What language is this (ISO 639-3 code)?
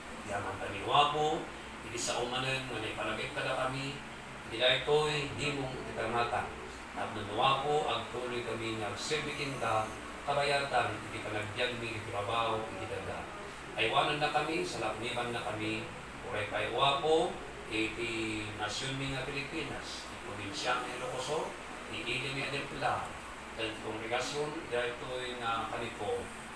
ilo